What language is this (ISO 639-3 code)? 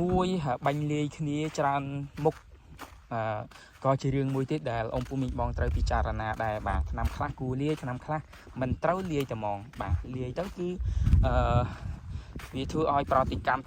khm